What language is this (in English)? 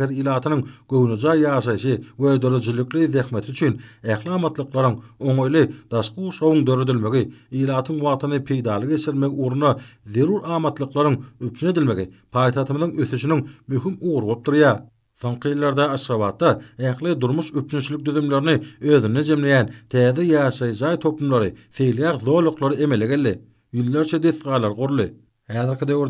Turkmen